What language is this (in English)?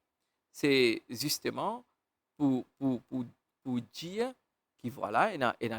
Morisyen